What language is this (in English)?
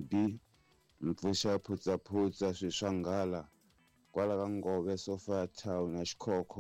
Tsonga